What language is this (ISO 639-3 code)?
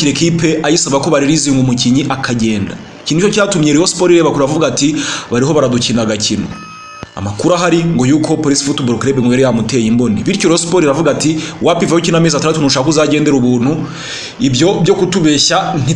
kin